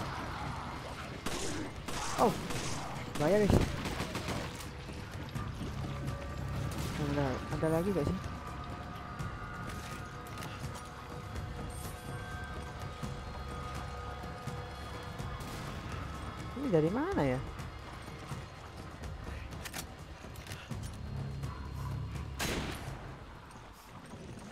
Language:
Indonesian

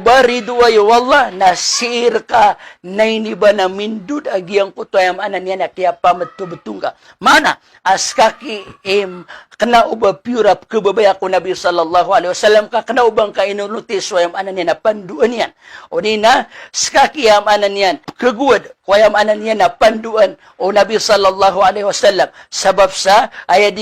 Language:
Maranao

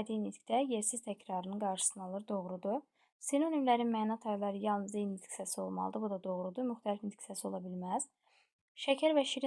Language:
Azerbaijani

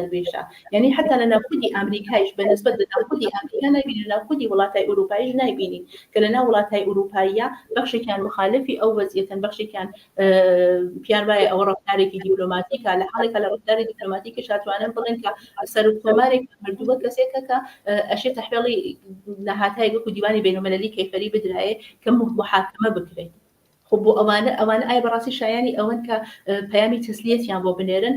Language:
Central Kurdish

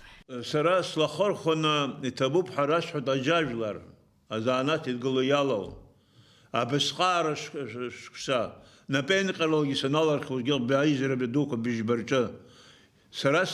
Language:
Abkhazian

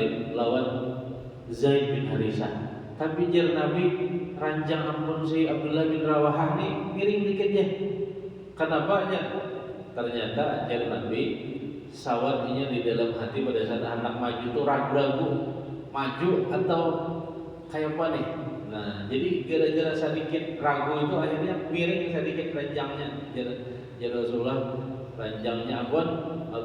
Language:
Banjar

